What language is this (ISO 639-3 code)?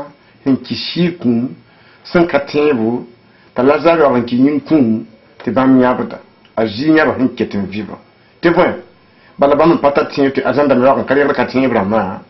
mos